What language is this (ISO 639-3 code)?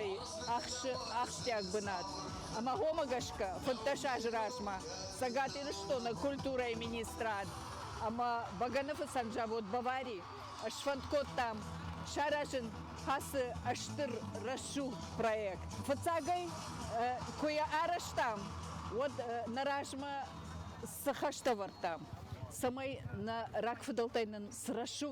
oss